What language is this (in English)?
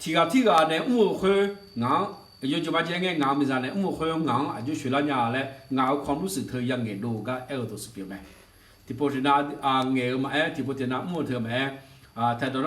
Akha